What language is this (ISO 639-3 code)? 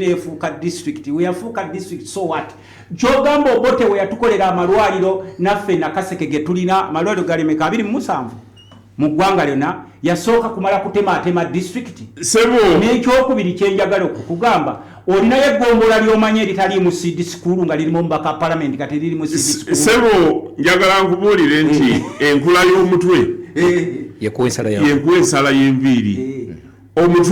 lug